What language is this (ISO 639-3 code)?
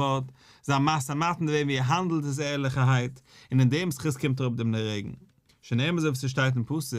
yid